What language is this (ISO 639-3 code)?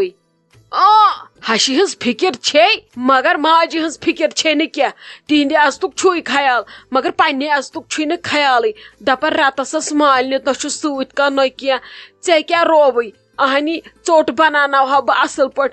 kas